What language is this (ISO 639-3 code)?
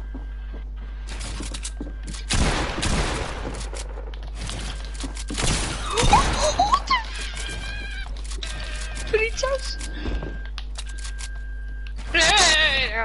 nld